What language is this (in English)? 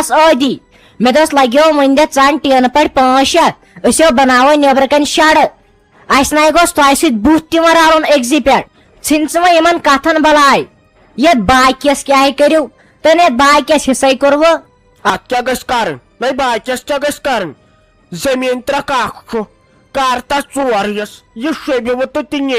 Kashmiri